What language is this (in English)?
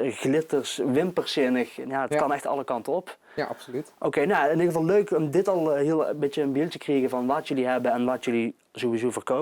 Limburgish